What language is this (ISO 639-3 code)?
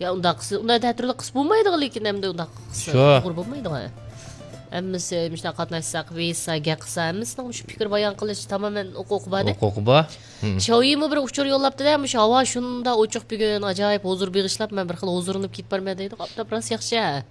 uig